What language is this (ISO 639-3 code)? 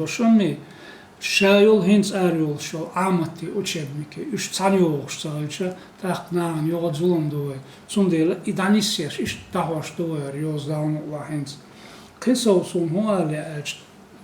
che